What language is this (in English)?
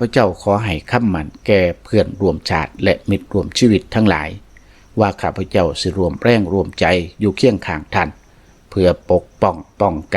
Lao